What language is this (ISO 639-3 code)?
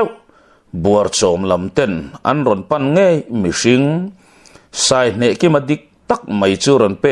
lus